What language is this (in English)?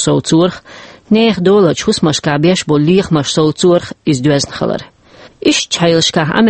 Chechen